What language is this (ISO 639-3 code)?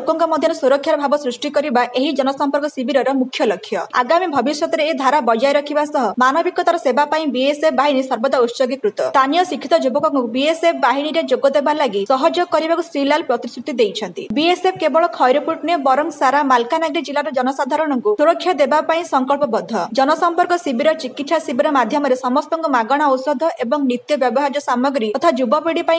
ori